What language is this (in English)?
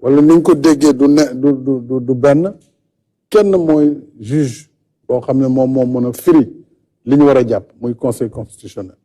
Wolof